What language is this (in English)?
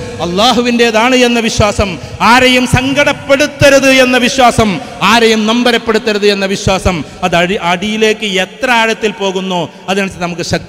Malayalam